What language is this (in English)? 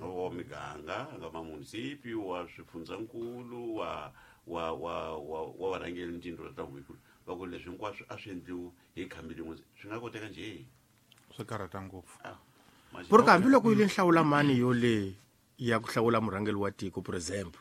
Tsonga